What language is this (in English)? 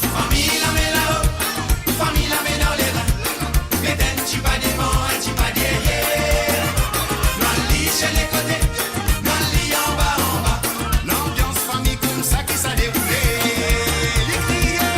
Morisyen